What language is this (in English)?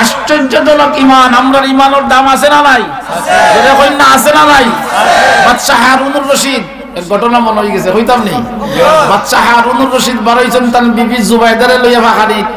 Sylheti